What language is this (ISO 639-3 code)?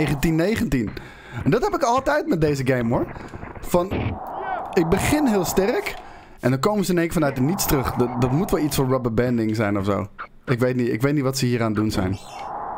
nld